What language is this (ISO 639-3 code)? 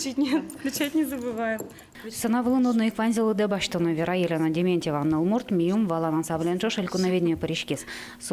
udm